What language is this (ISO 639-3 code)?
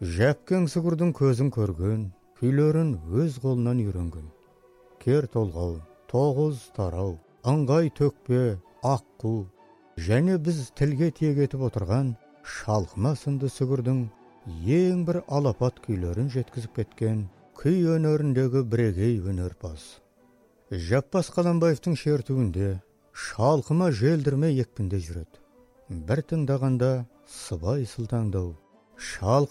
kaz